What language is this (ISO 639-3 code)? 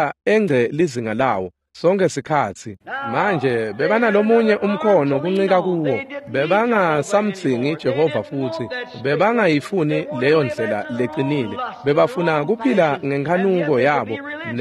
ssw